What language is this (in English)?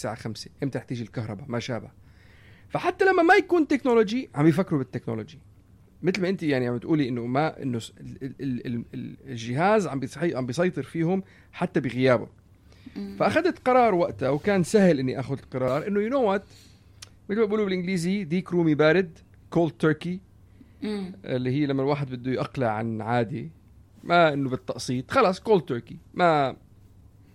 North Levantine Arabic